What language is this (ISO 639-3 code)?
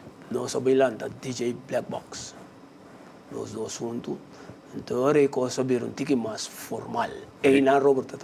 pap